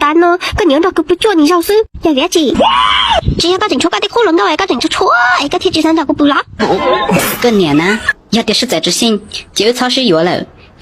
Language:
Hmong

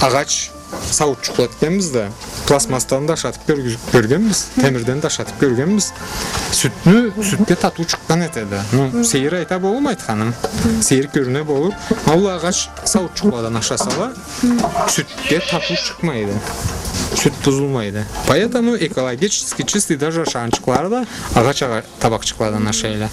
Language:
Karachay-Balkar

